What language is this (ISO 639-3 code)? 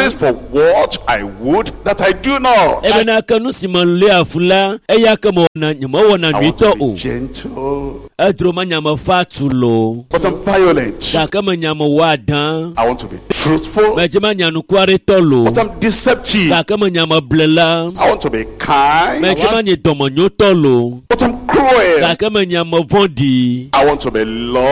ewe